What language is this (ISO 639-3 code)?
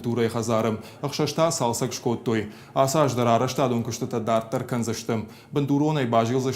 oss